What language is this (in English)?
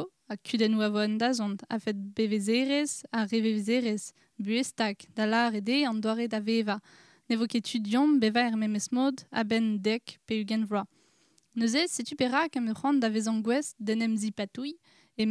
Breton